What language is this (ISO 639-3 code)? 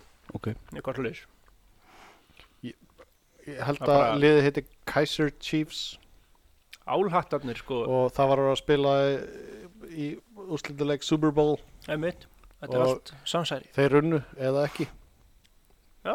isl